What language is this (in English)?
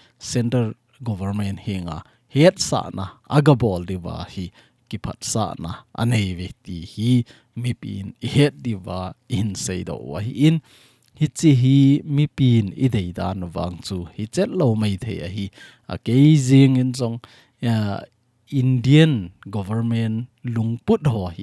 Thado Chin